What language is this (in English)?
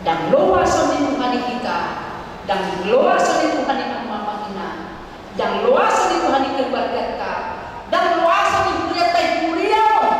Batak Toba